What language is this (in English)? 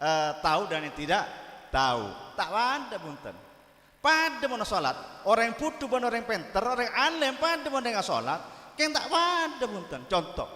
Madurese